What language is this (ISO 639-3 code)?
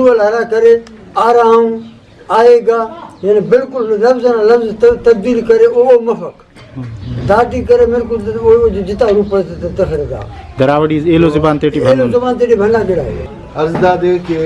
brh